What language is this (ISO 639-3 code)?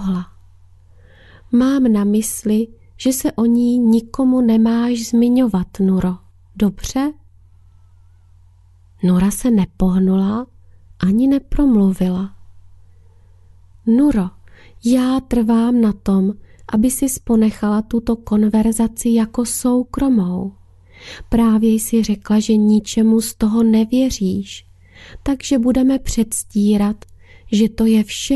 ces